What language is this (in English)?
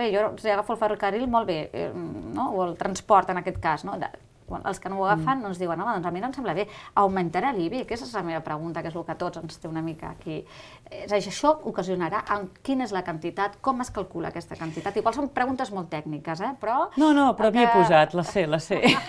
Catalan